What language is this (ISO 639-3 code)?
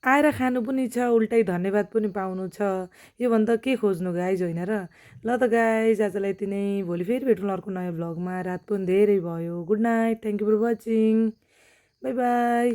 nep